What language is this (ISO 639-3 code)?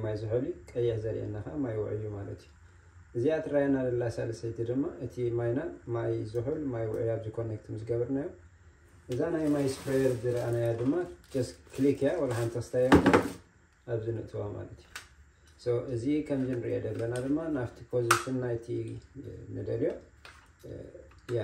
tir